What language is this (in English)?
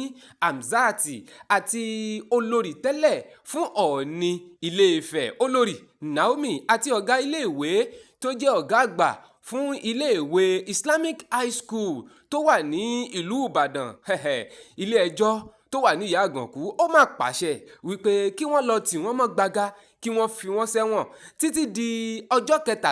Yoruba